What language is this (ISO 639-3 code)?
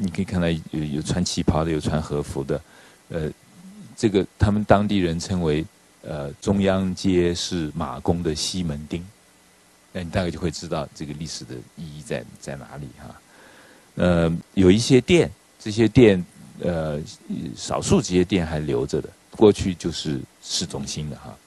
zho